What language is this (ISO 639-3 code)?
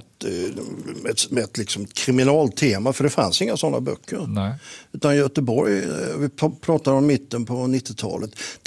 swe